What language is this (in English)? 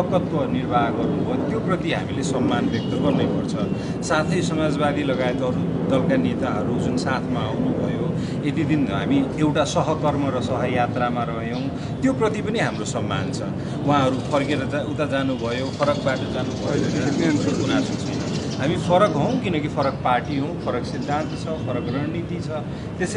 Nepali